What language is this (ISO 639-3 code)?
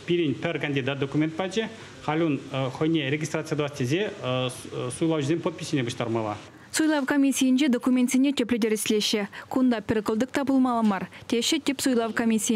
chv